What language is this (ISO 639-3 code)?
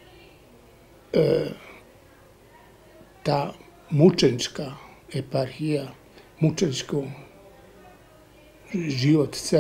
srp